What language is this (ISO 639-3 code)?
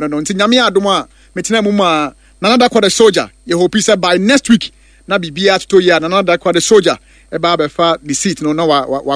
aka